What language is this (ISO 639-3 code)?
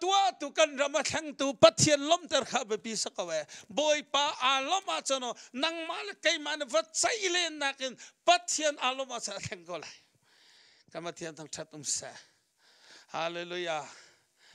cnh